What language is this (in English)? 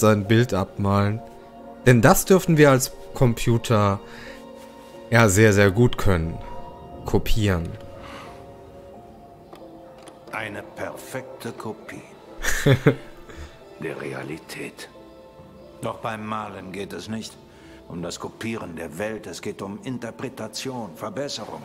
German